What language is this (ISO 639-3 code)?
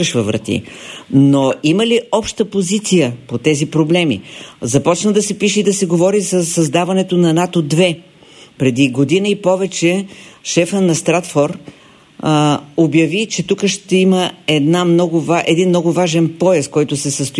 bul